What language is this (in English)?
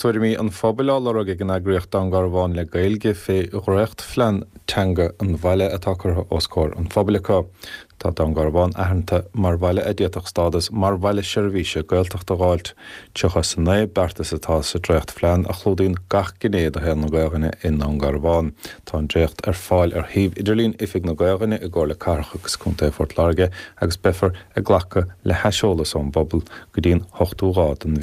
Irish